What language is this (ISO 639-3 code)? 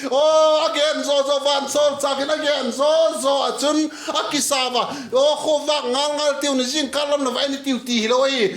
vap